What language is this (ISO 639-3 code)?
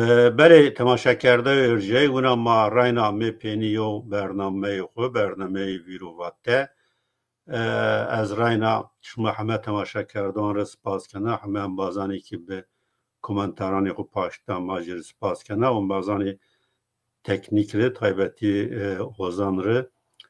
zza